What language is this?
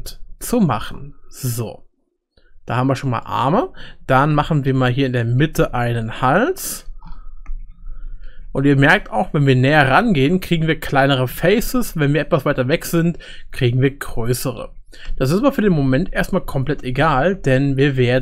German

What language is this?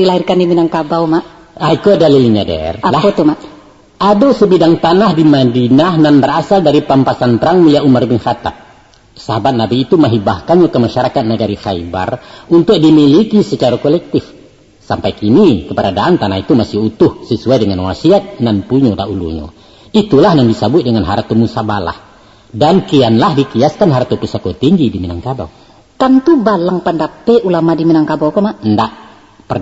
Minangkabau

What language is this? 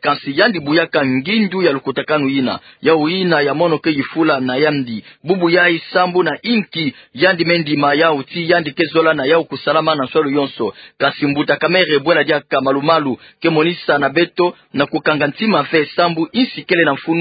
Kituba (Democratic Republic of Congo)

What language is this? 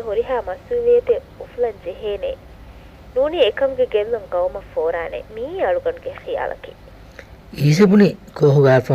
Divehi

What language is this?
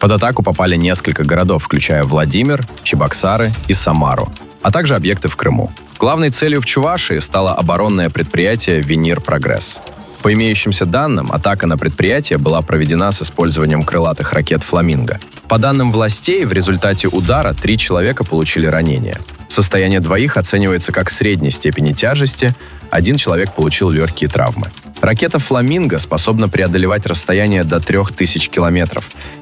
Russian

